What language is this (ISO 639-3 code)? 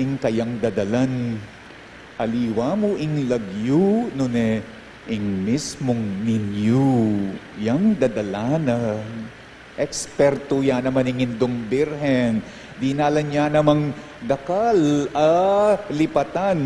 pam